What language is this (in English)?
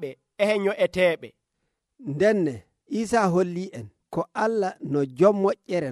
Nigerian Fulfulde